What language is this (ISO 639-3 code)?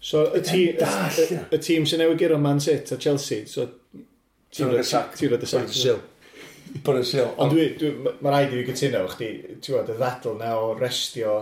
cym